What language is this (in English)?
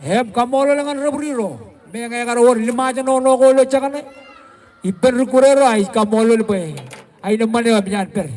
Marshallese